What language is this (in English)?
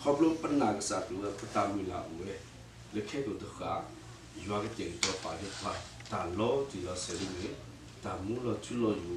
S'gaw Karen